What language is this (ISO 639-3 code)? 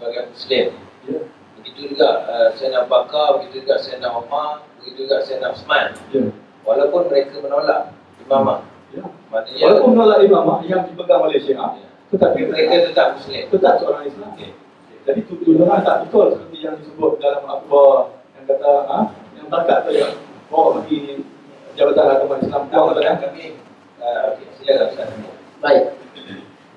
msa